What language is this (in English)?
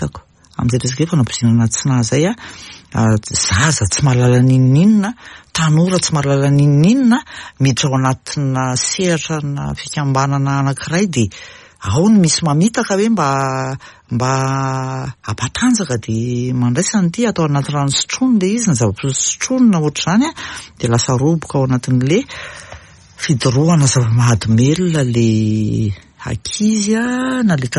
Malagasy